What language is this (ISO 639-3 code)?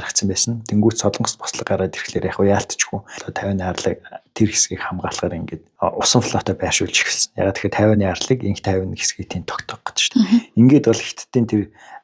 mon